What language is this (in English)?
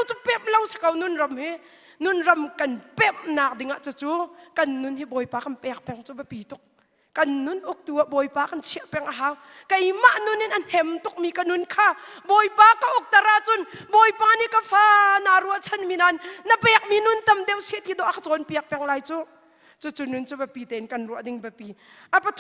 Hakha Chin